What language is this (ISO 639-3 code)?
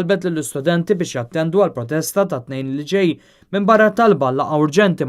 mlt